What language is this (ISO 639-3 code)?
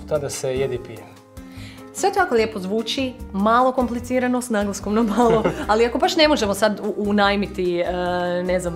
hrv